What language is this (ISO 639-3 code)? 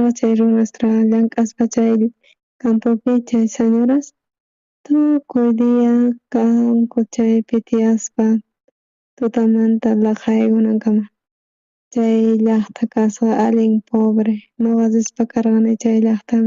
quh